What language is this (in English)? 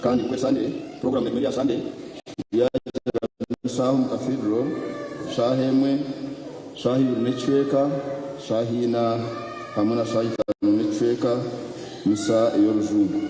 Nyankole